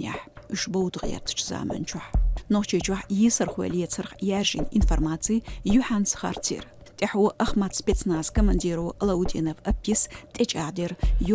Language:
Chechen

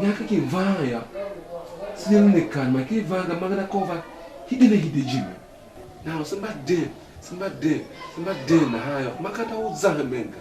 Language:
Tiv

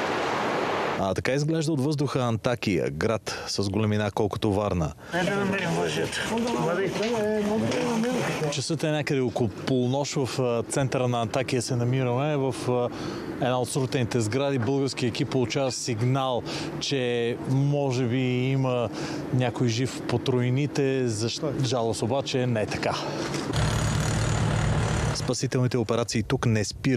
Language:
Bulgarian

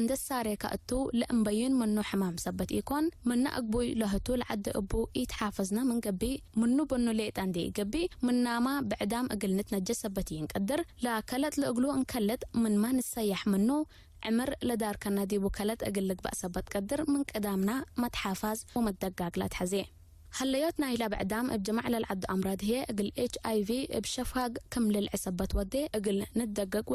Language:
Tigre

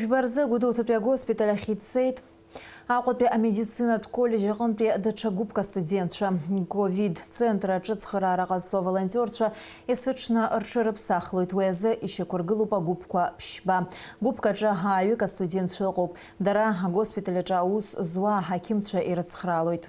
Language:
Abkhazian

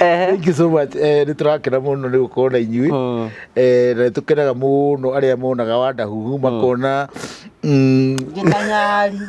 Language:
Kikuyu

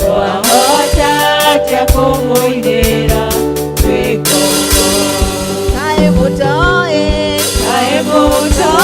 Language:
Kikuyu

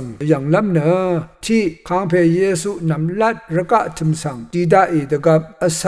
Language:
Rawang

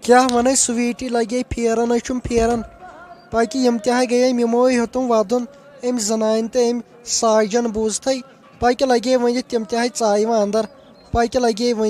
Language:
Kashmiri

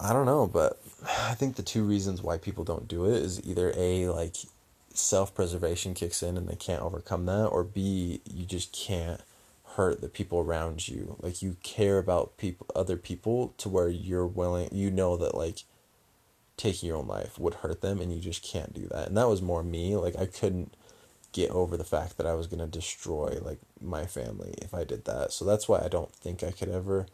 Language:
English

